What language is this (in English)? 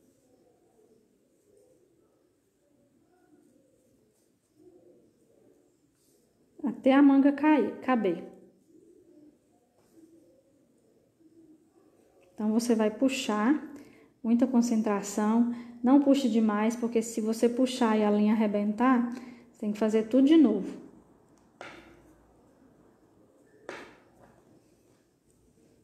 Portuguese